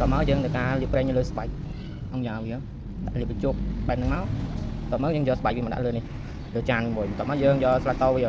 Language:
Khmer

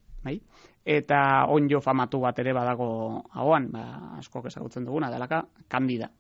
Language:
Basque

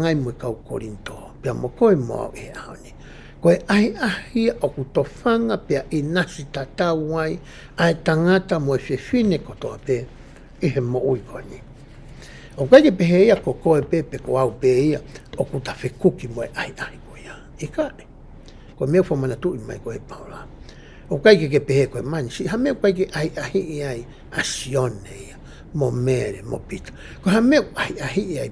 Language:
Tongan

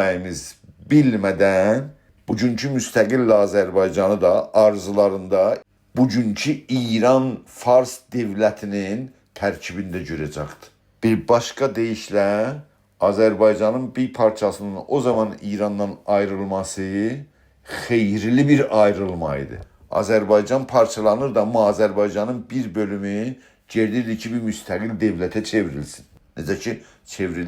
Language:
South Azerbaijani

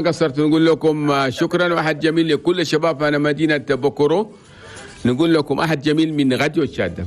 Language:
Chadian Arabic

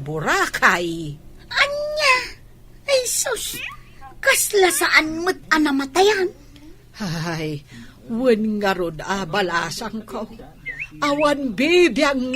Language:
Iloko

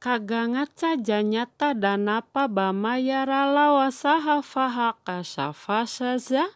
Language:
Sundanese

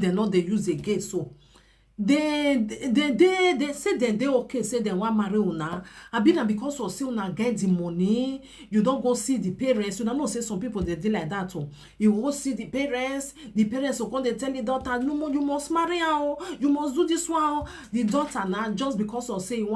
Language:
Nigerian Pidgin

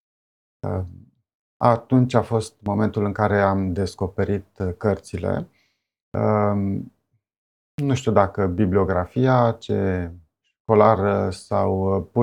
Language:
Romanian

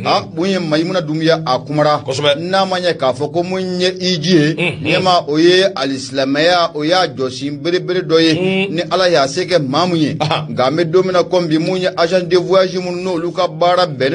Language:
Bambara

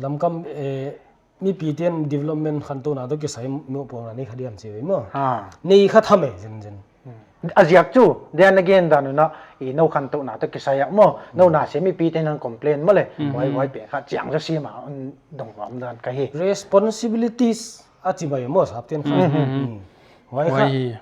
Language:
Paite Chin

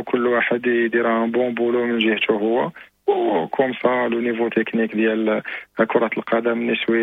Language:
Moroccan Arabic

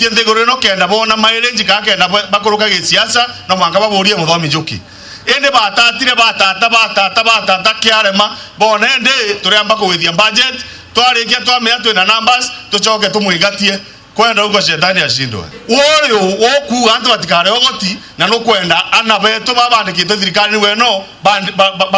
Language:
Meru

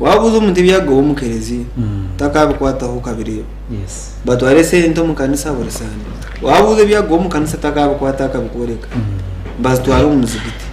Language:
Nyankole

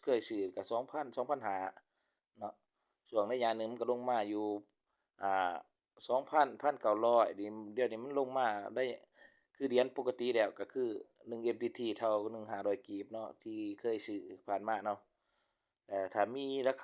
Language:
Lao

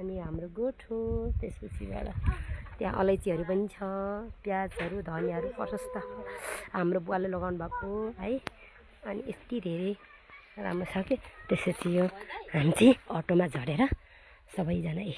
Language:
Nepali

